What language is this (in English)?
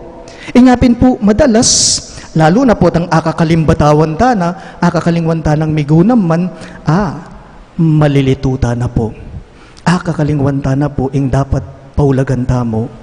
Pampanga